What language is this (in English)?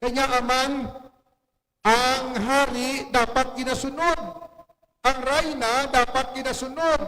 Hiligaynon